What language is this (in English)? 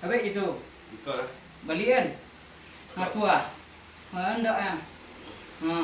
Minangkabau